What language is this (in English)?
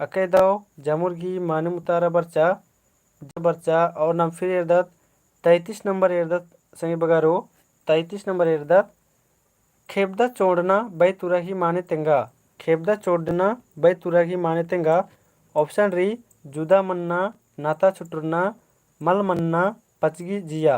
Kurukh